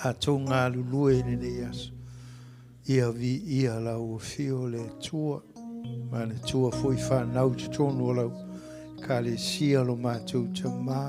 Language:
Samoan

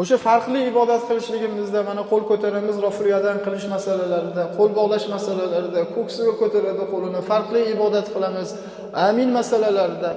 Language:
Uzbek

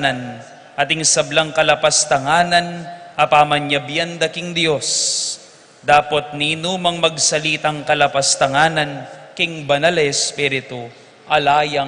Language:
Pampanga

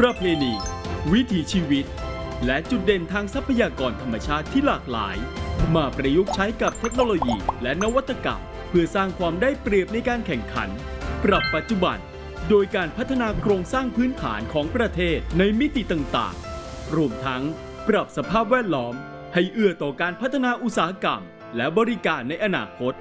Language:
Thai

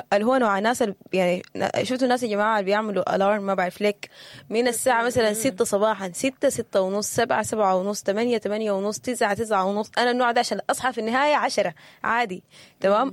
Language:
Sudanese Arabic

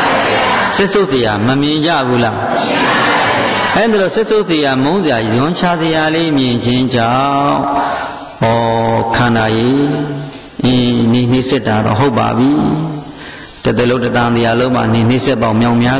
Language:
Burmese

